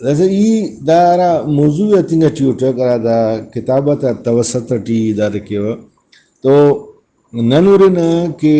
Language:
Brahui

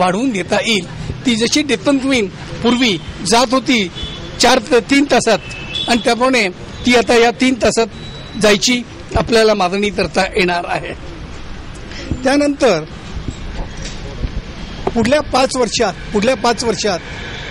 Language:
Marathi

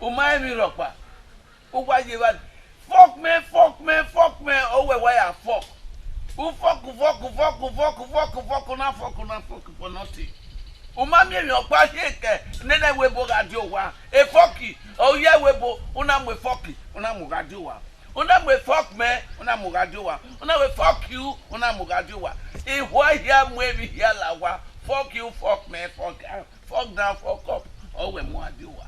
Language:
Bini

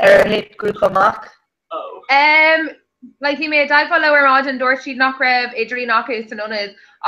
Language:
Irish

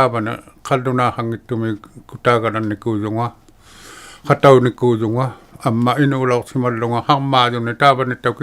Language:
Inuktitut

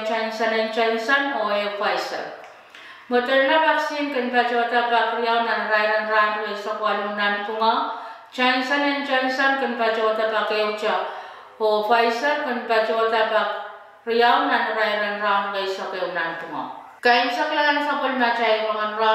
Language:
Pohnpeian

